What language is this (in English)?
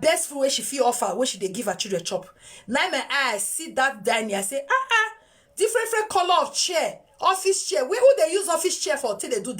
Nigerian Pidgin